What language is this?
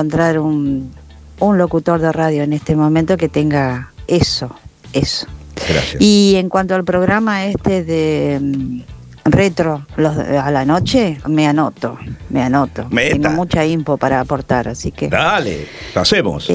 Spanish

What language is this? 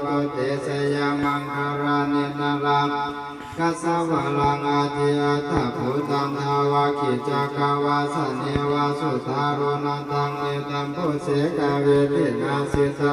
Pali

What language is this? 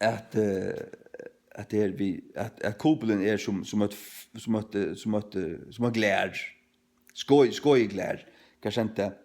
Faroese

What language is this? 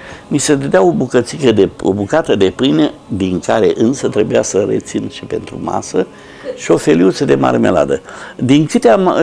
Romanian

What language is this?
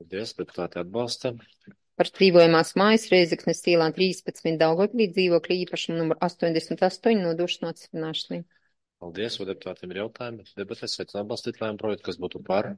Latvian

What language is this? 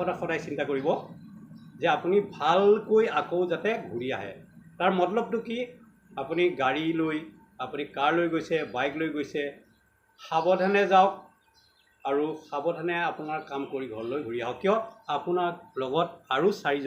Assamese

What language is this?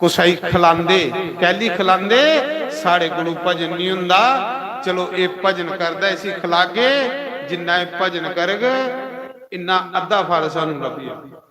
Dogri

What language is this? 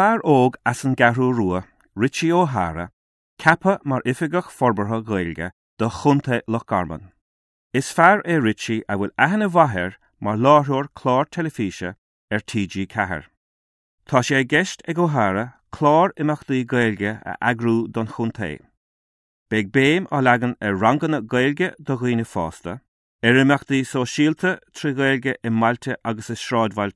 Irish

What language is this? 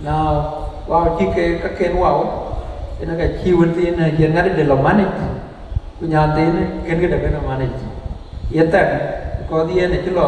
Dinka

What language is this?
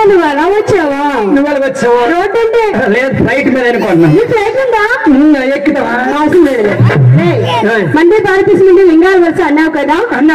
Telugu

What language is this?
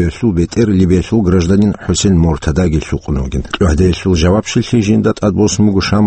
Avaric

